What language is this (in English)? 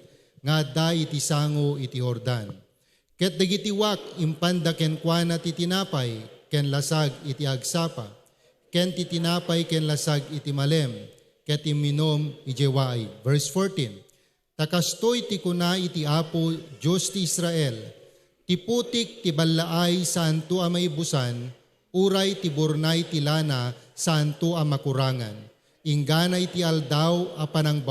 Iloko